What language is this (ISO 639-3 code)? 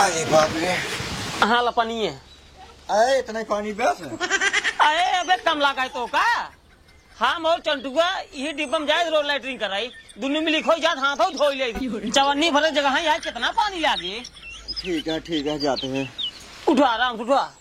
awa